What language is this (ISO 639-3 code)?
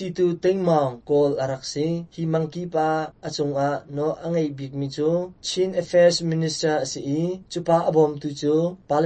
cnh